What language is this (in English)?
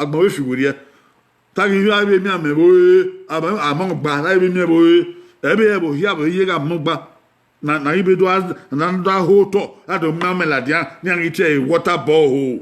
Bini